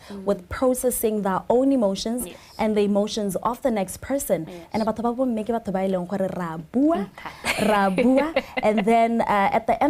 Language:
Tswana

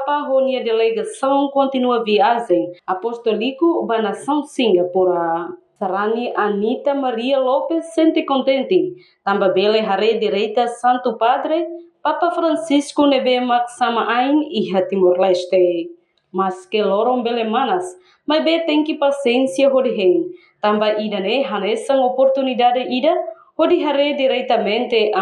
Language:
Tetum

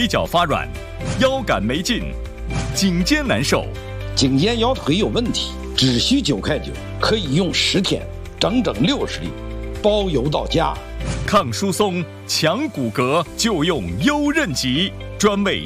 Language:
Chinese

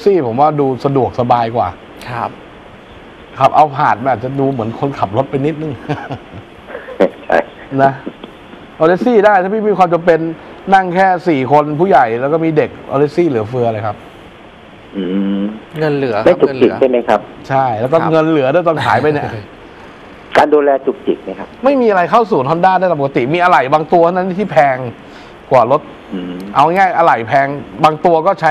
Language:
Thai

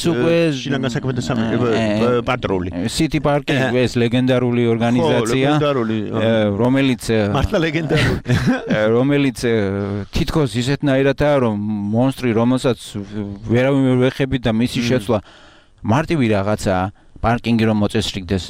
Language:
Georgian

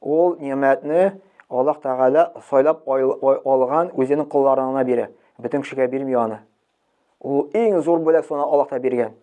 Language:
Tatar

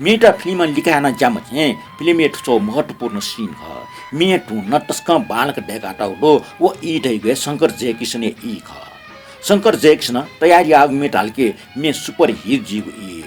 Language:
Newari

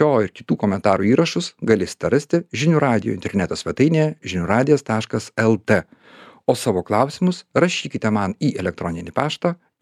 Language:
Lithuanian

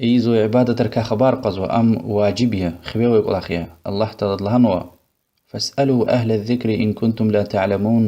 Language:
Lezghian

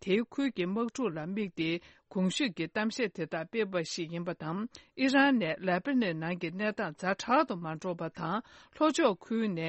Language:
Tibetan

